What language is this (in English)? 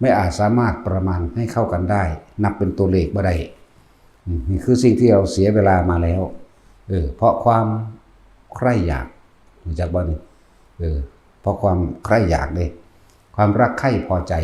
Northeastern Thai